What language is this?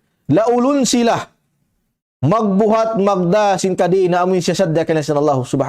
Tausug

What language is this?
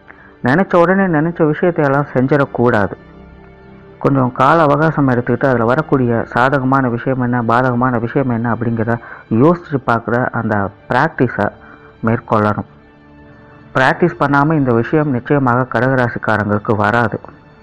Tamil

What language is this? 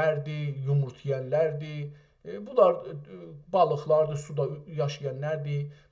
South Azerbaijani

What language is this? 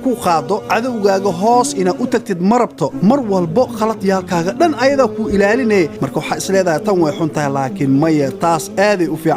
Somali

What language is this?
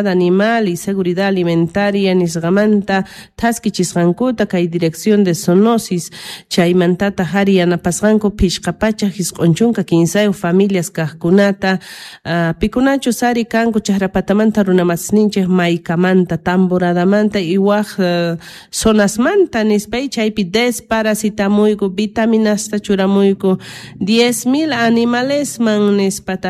South Bolivian Quechua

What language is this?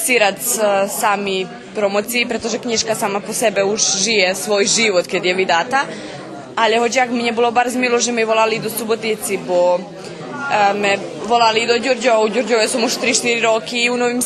Rusyn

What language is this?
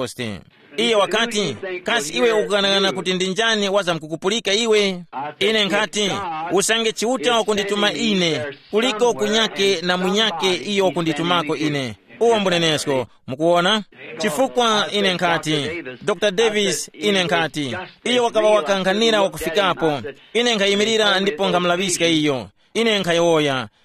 Tumbuka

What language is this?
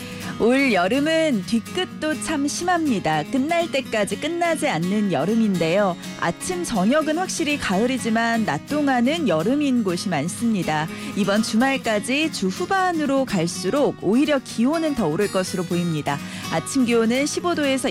Korean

